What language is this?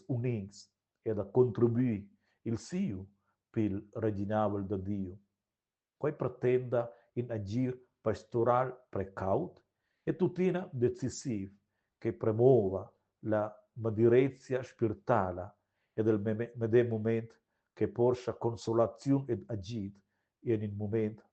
Romansh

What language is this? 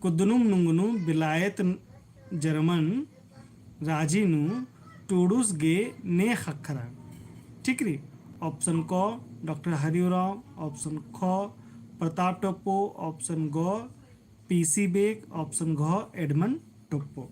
Kurukh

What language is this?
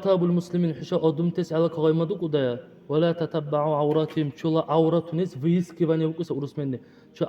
Dargwa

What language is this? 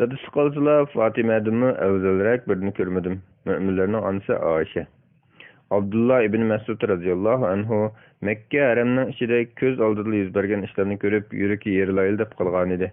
Uyghur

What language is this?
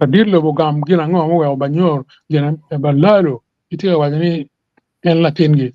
Acoli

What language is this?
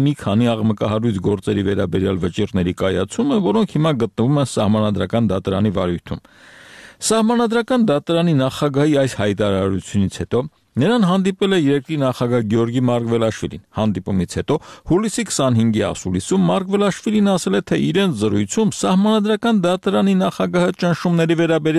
Armenian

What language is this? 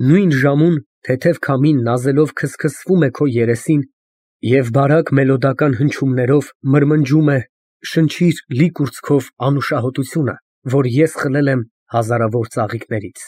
Armenian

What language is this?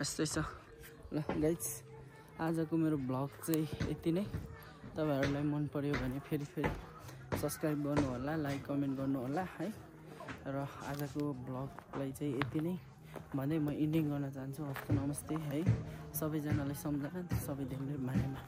Nepali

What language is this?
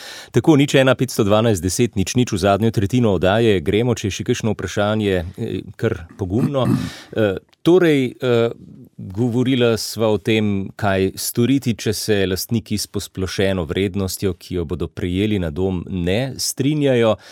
Slovenian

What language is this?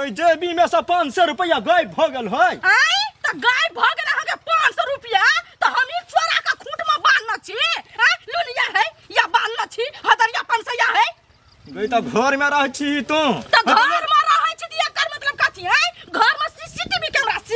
Maithili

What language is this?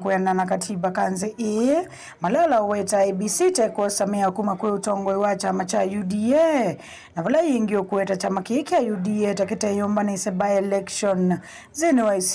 Kamba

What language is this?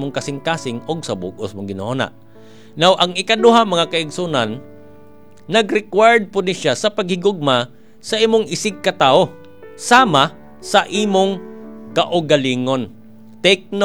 Cebuano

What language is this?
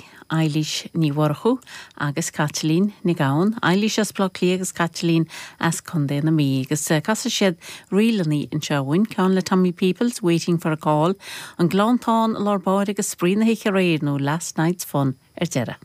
Irish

